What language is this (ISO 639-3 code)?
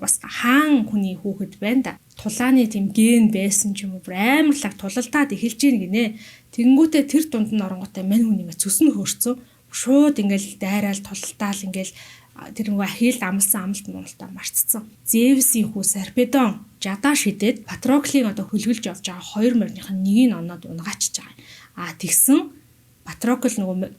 mon